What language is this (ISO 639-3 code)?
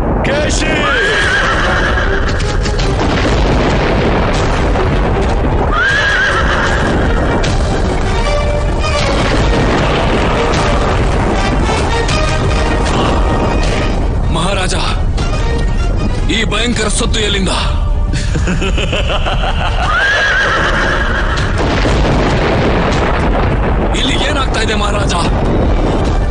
kan